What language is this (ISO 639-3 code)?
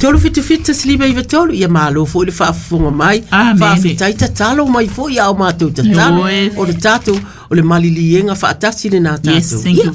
smo